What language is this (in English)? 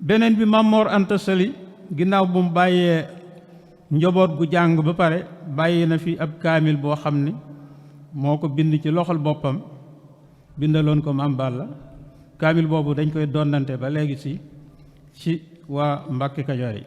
Wolof